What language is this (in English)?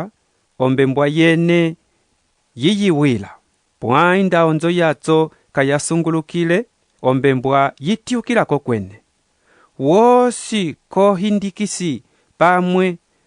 Umbundu